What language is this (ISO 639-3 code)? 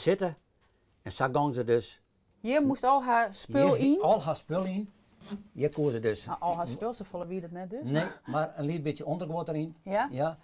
fry